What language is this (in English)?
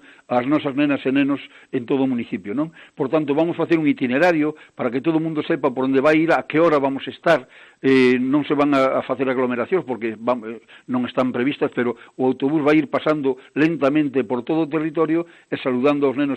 Galician